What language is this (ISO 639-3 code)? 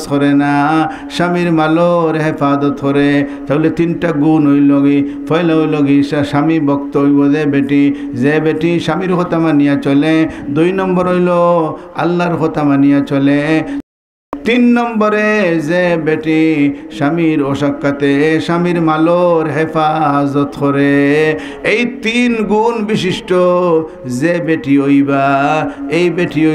syl